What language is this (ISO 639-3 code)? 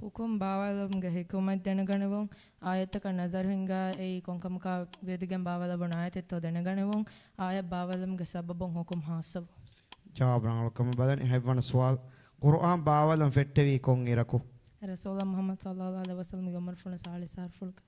div